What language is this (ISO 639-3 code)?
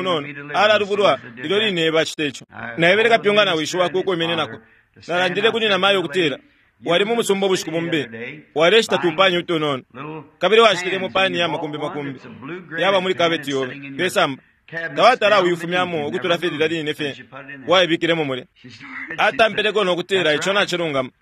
bem